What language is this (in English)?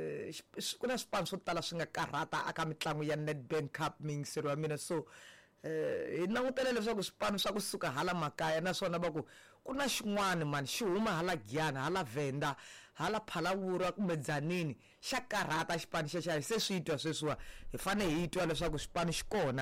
Tsonga